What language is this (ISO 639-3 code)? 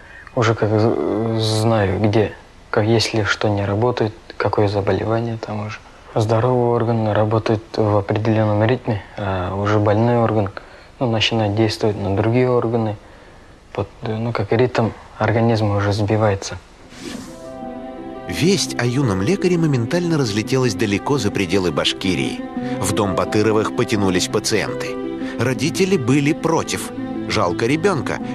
rus